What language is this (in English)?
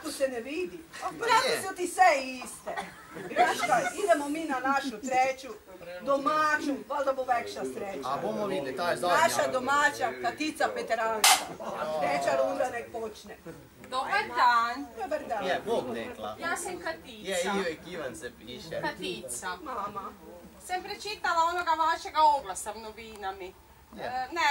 Croatian